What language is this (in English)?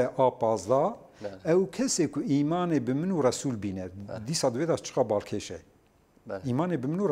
Kurdish